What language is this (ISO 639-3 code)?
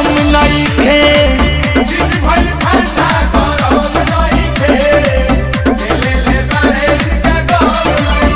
bho